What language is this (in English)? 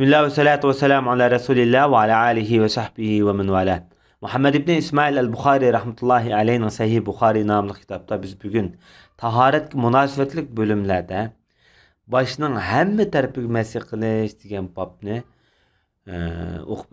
Uyghur